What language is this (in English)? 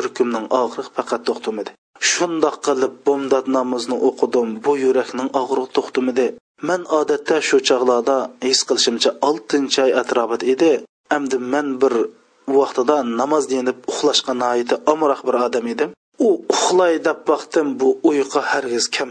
Uyghur